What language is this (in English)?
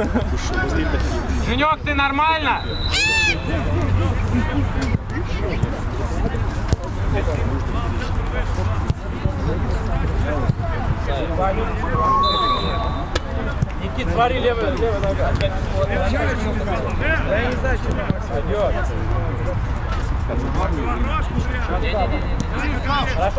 Russian